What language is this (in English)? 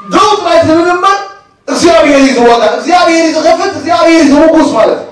Tigrinya